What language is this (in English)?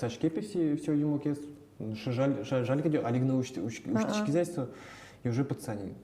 Udmurt